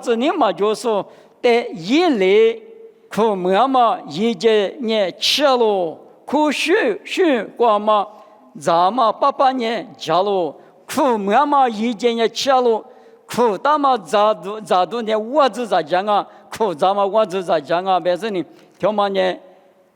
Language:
Lisu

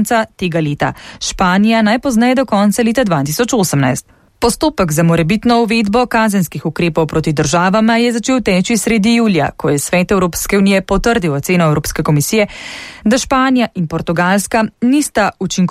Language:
Slovenian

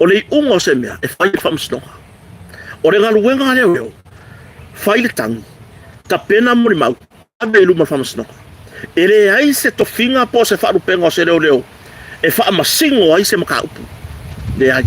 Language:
Samoan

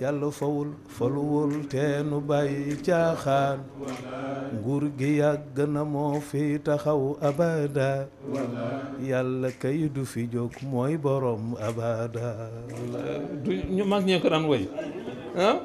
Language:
Wolof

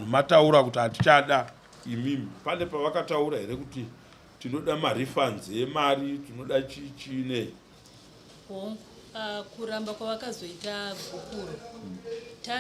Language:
Shona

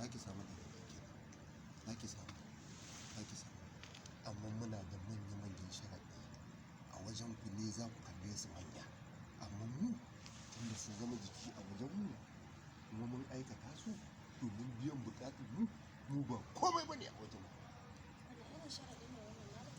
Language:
Hausa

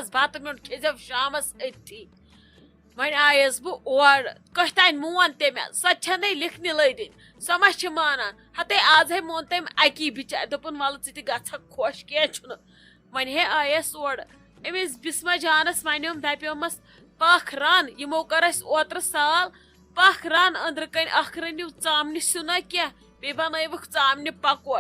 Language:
Kashmiri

